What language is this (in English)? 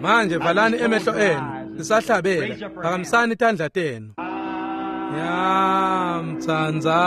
Swati